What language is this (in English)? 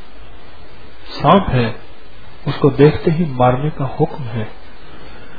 Urdu